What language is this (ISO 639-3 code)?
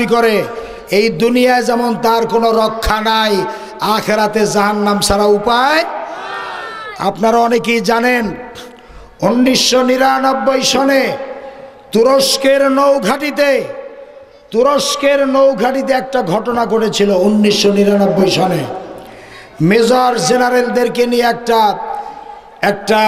ben